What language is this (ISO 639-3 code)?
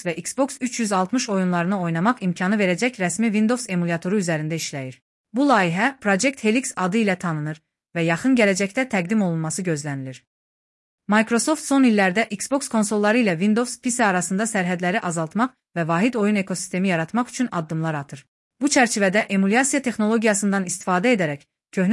aze